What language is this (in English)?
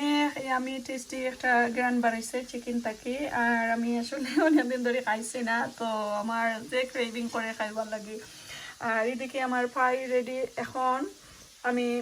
Sylheti